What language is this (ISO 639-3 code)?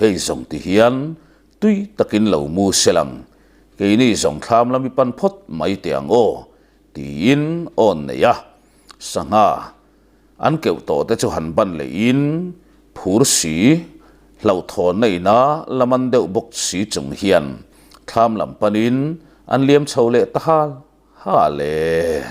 lus